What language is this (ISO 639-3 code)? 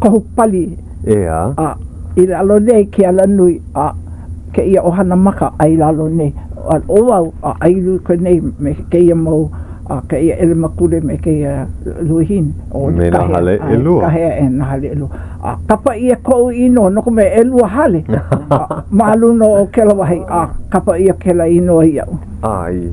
haw